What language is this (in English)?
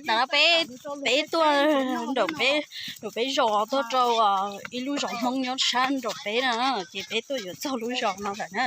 Hmong